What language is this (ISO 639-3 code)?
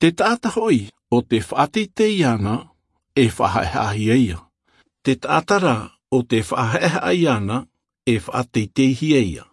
tah